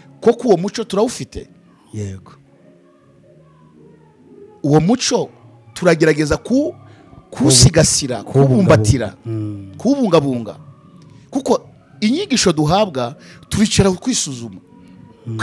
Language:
Kinyarwanda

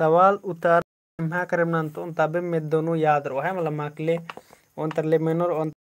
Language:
Kurukh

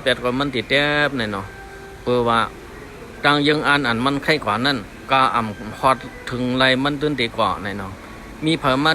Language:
Shan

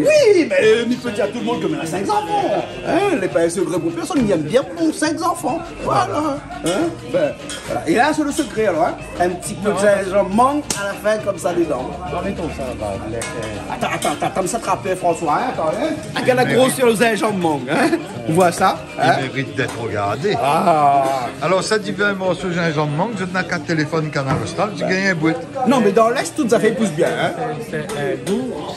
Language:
Réunion Creole French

